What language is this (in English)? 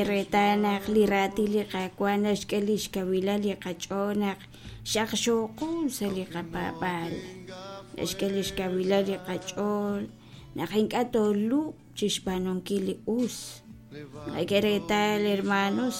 Kekchí